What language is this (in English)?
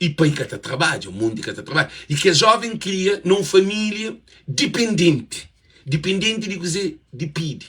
Kabuverdianu